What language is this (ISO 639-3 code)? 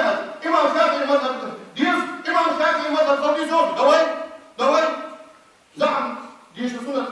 inh